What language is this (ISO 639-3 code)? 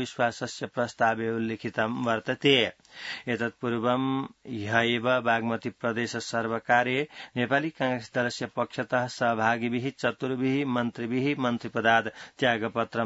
san